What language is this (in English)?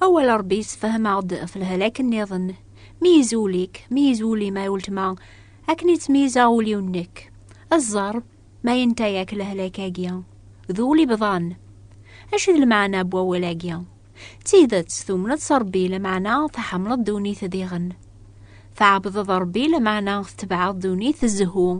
Kabyle